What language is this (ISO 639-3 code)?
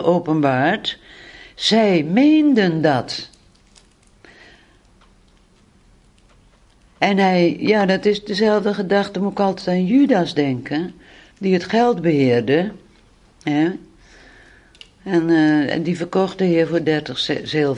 nld